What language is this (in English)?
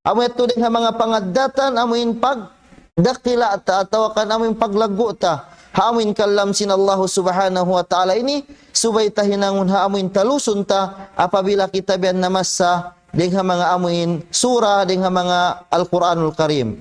Tausug